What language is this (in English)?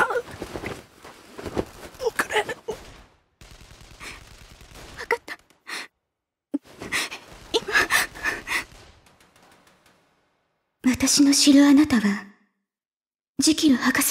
Japanese